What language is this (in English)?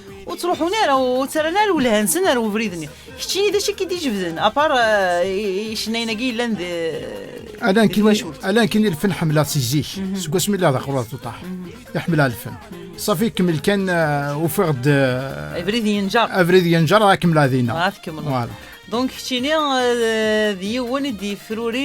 Kabyle